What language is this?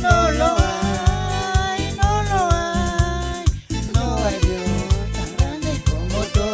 Chimborazo Highland Quichua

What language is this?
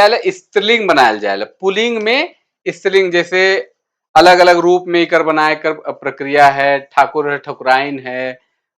Sadri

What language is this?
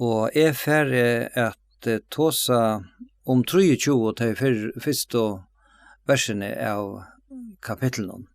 Faroese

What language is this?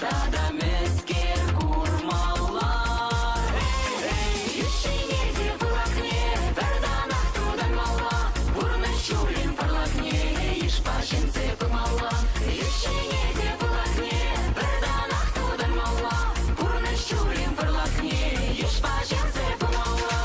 Chuvash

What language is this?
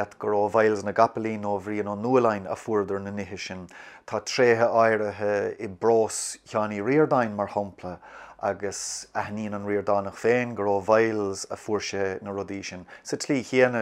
Irish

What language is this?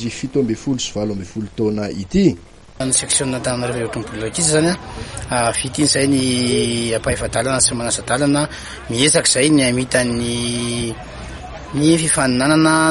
Malagasy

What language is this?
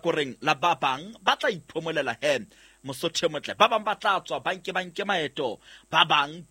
Southern Sotho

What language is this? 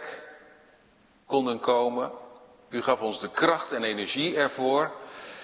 Dutch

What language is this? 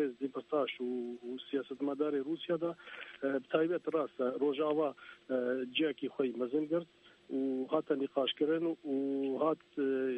Kurdish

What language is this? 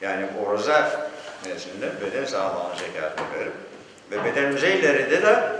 Crimean Tatar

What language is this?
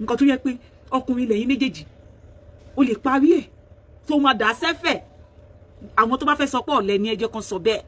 Yoruba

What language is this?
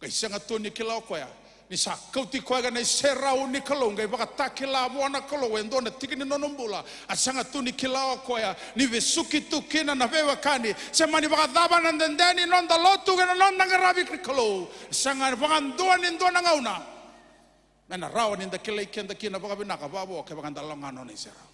Fijian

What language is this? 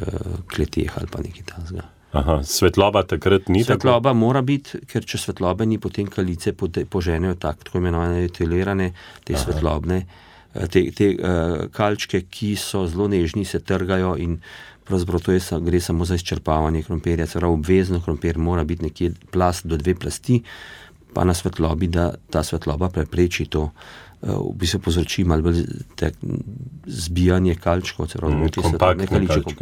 Slovenian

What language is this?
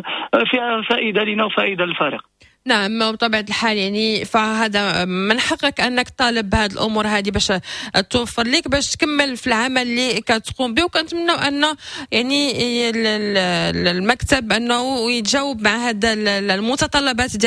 Moroccan Arabic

